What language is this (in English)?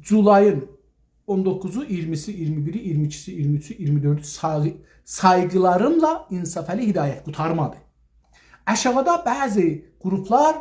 South Azerbaijani